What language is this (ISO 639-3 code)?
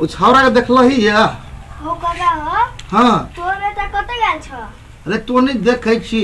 mai